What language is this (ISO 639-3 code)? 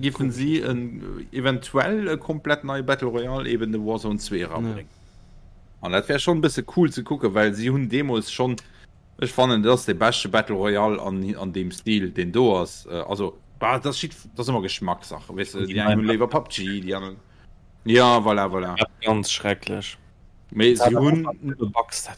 ltz